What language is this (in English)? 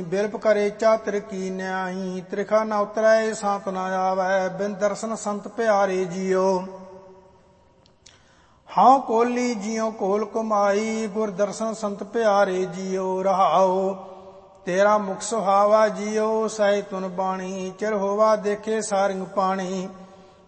Punjabi